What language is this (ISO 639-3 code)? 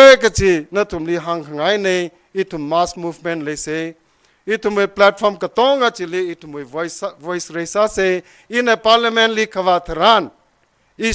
nmf